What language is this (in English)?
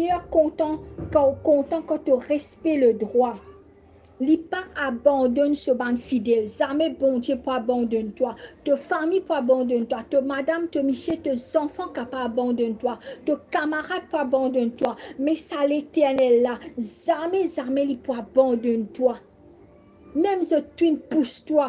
Morisyen